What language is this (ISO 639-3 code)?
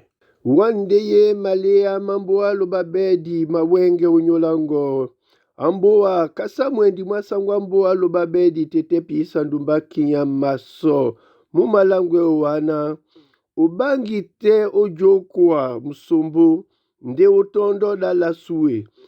dua